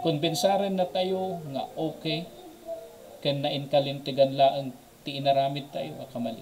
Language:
Iloko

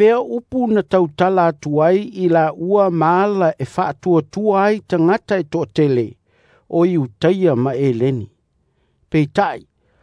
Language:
Samoan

